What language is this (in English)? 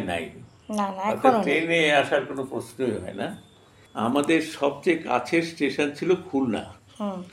Bangla